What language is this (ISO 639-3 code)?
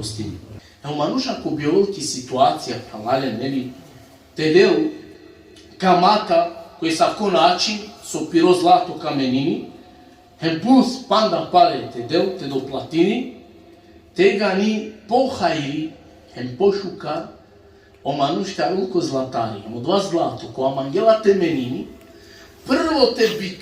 rmn